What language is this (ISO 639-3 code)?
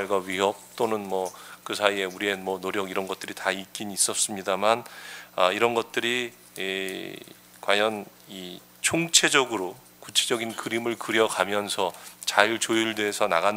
kor